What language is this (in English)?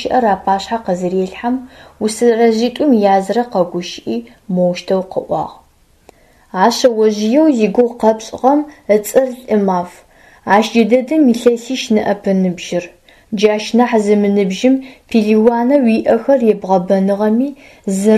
Adyghe